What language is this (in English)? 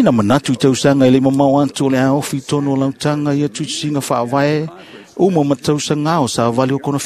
Samoan